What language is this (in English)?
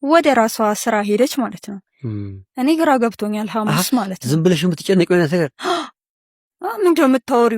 Amharic